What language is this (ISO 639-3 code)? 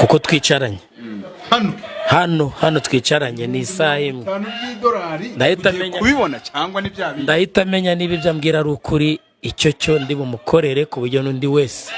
kin